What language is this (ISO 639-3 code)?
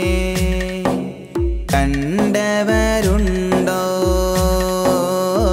mal